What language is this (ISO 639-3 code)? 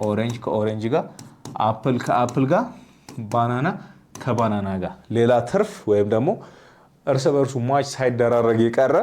amh